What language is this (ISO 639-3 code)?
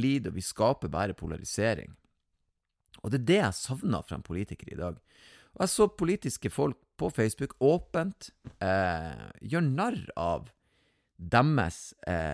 nor